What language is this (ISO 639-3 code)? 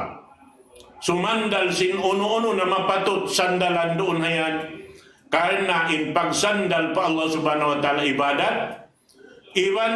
tsg